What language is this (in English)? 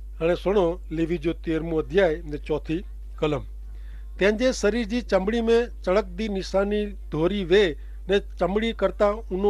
Kachhi